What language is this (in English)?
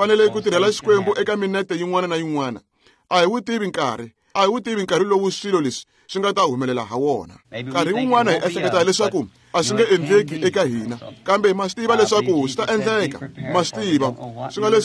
Tsonga